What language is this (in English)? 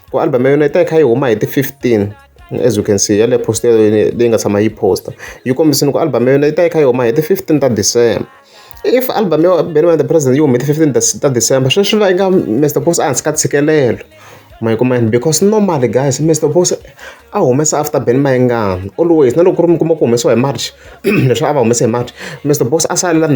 Tsonga